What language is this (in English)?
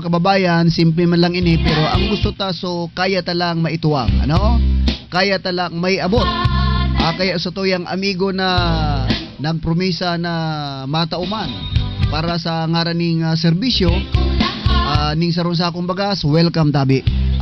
Bikol